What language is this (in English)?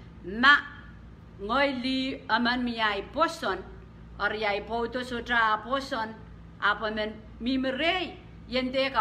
Pohnpeian